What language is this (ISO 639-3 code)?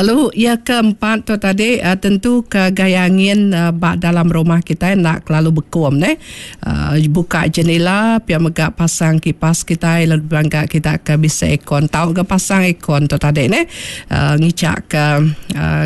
iba